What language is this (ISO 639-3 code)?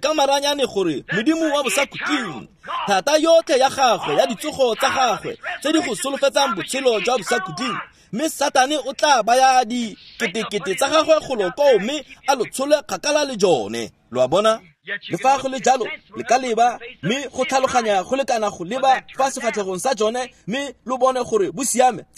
tsn